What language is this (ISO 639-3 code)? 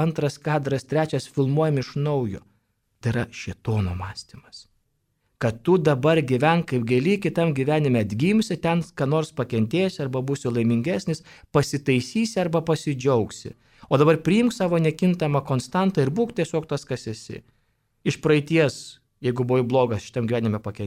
lit